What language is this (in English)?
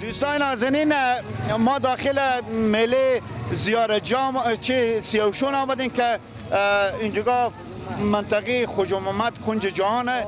Persian